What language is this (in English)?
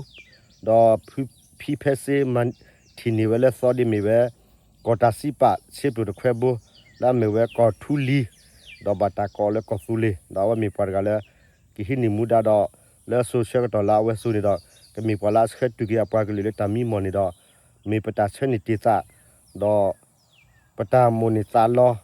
S'gaw Karen